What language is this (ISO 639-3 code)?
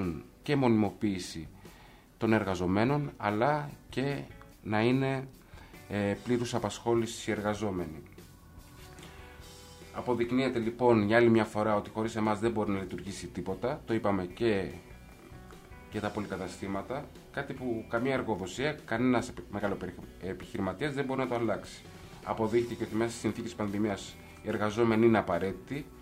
ell